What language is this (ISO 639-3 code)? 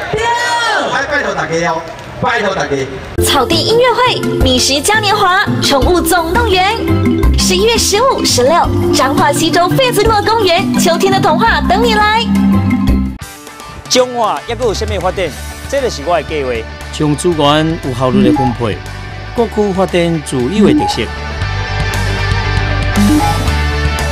zho